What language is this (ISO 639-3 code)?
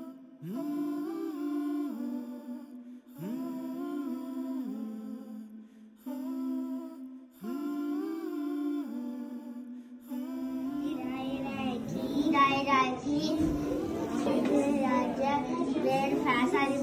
div